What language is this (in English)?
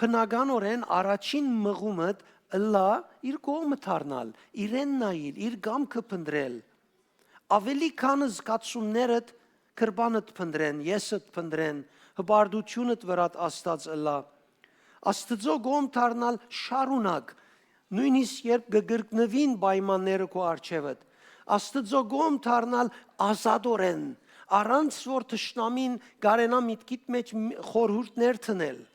Western Armenian